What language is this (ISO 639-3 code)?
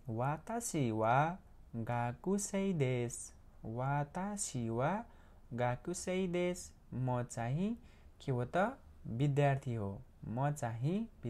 nep